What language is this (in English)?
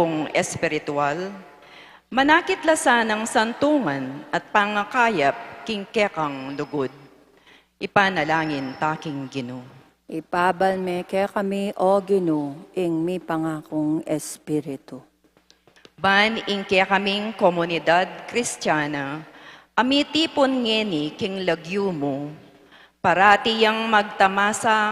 Pampanga